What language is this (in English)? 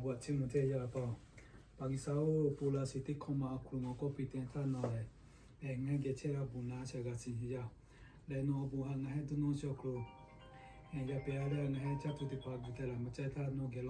Lahu